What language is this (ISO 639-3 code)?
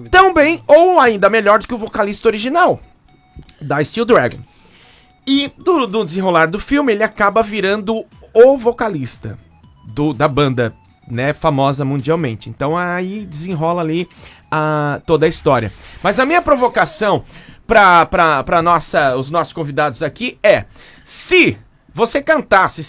por